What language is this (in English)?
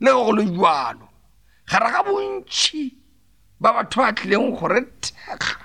Northern Sotho